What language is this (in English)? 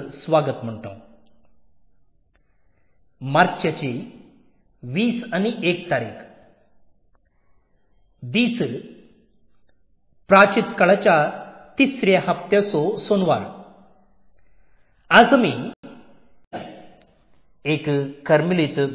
Konkani